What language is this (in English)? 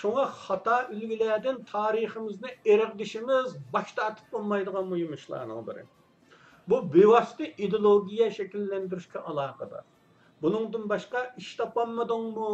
Uyghur